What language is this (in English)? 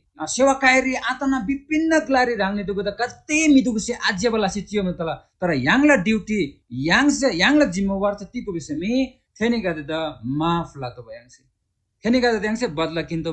Eastern Tamang